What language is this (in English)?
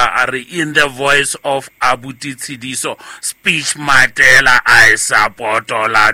Southern Sotho